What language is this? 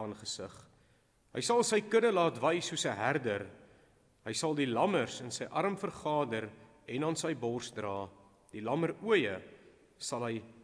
Afrikaans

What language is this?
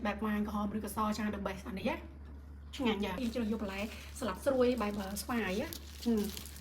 Khmer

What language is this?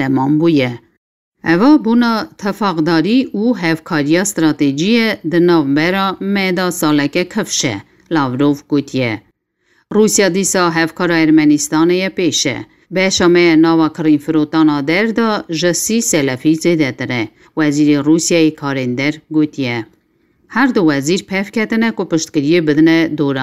Kurdish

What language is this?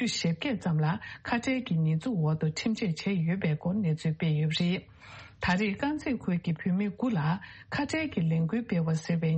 Tibetan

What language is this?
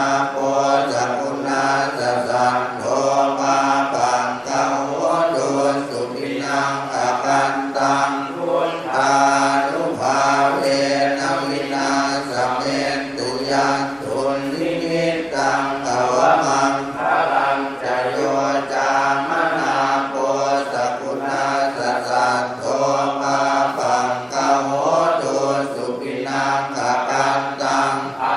Pali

